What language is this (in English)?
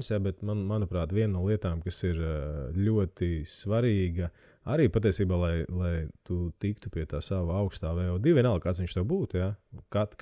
Latvian